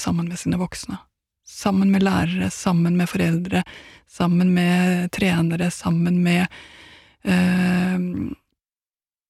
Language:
Norwegian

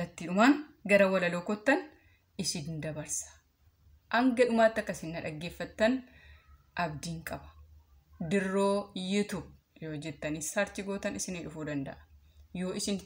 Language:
Oromo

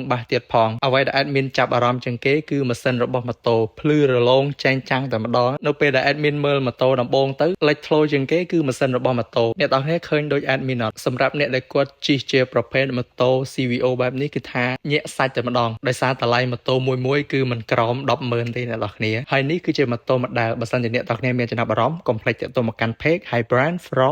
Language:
Khmer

